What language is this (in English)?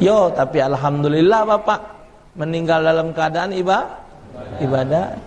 Musi